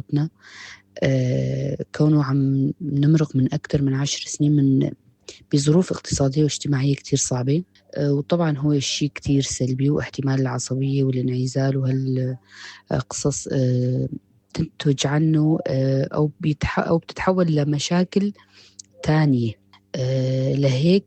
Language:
North Levantine Arabic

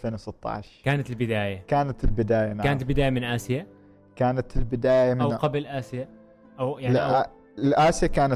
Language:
Gulf Arabic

